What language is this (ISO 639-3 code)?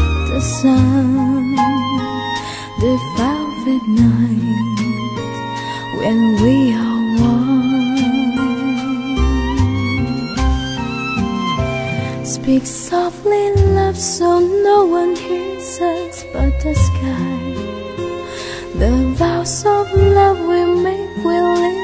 eng